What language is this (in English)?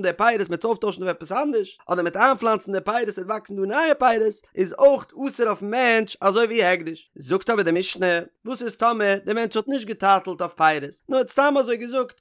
Yiddish